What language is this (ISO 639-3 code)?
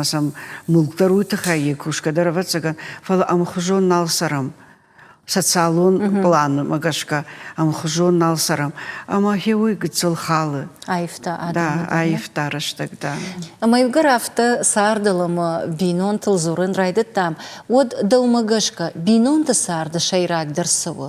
oss